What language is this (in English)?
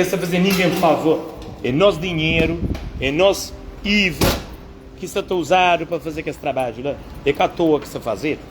Kabuverdianu